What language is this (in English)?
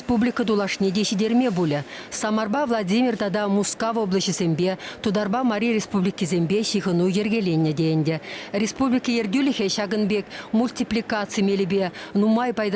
Chuvash